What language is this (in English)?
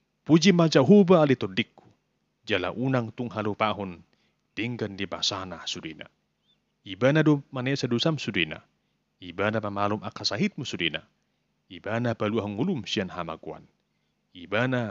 Batak Toba